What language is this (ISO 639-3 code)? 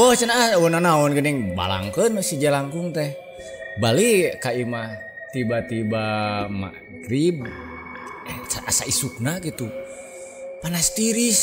sun